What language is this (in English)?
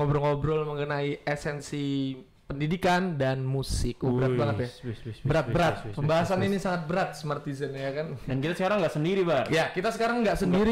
Indonesian